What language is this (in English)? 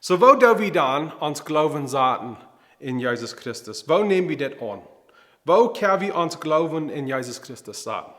Plautdietsch